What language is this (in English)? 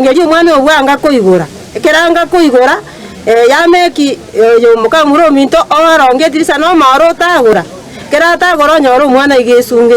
Gusii